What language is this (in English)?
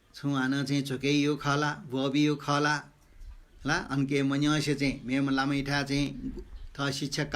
Newari